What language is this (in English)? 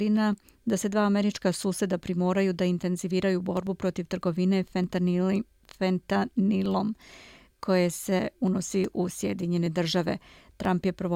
Serbian